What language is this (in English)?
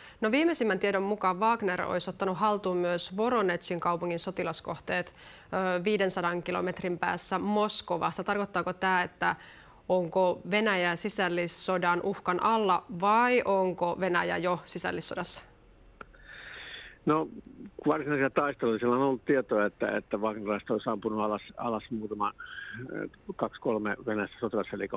Finnish